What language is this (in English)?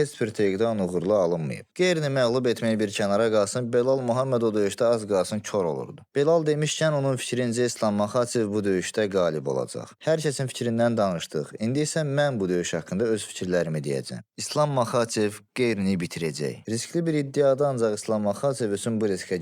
Azerbaijani